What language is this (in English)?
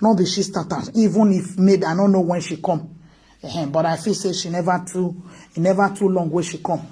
Nigerian Pidgin